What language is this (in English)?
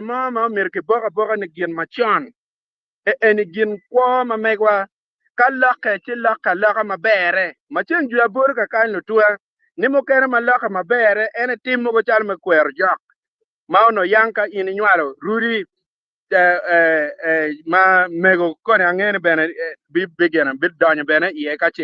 Acoli